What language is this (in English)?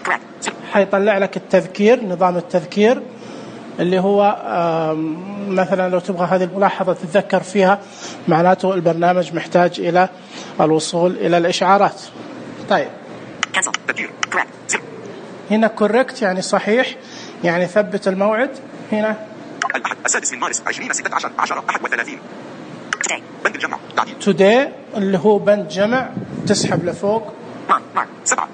Najdi Arabic